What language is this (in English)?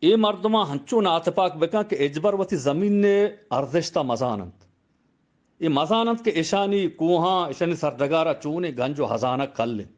Eastern Balochi